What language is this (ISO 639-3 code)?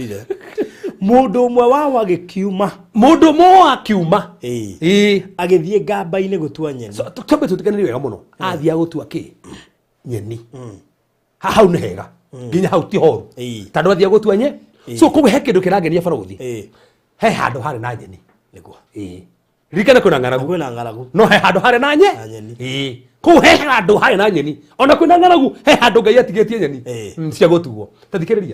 kik